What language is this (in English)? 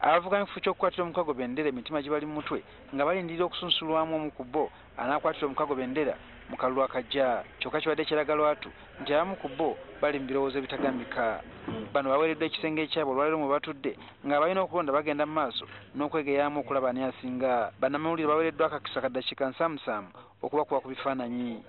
Ganda